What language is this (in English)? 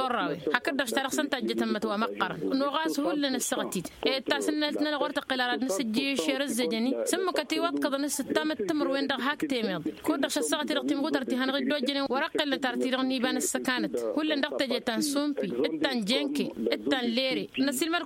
Tamasheq